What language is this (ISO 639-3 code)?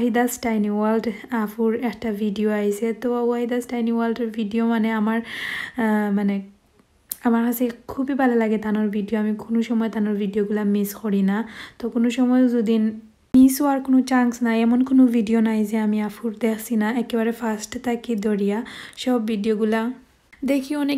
syl